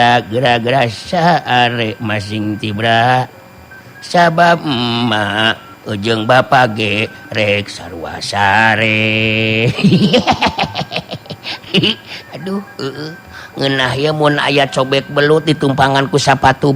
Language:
Sundanese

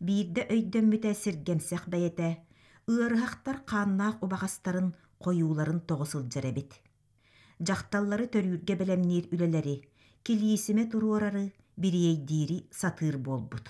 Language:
Yakut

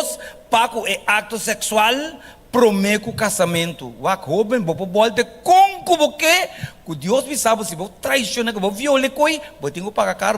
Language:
Papiamento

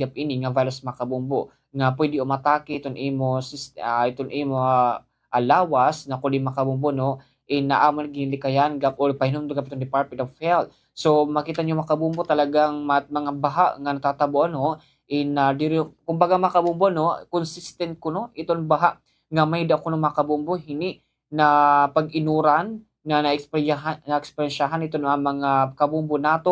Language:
Waray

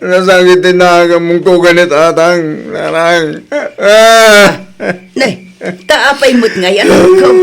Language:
Iloko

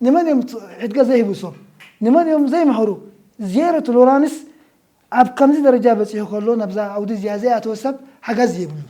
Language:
Tigrinya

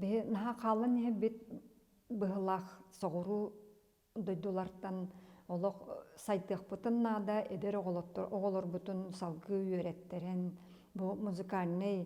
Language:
Yakut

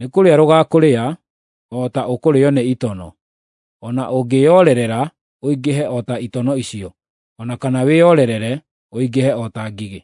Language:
Kikuyu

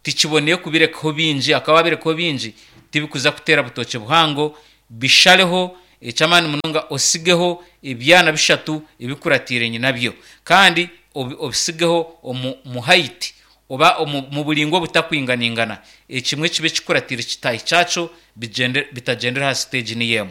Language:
Nyankole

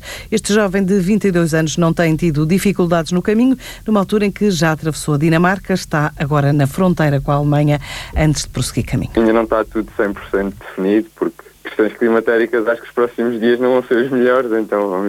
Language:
Portuguese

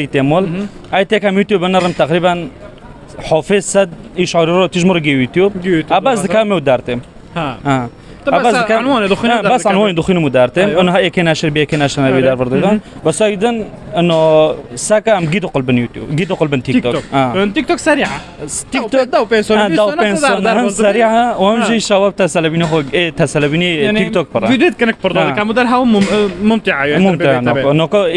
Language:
Kurdish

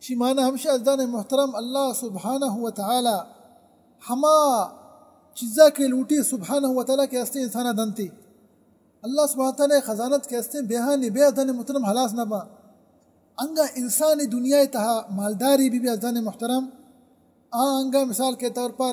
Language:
Baluchi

